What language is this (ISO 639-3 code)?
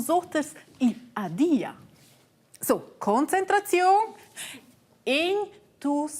roh